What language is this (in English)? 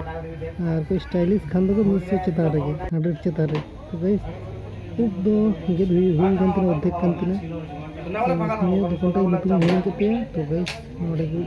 Santali